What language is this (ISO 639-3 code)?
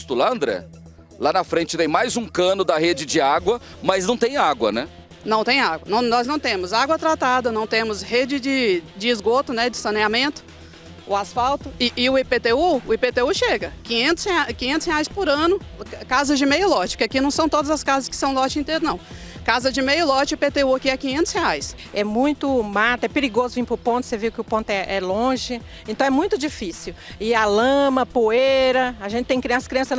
por